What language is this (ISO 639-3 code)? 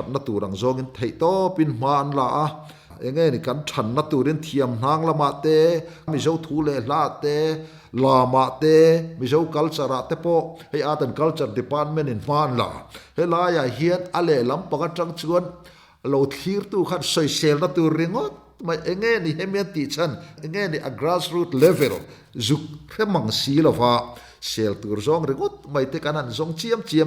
lus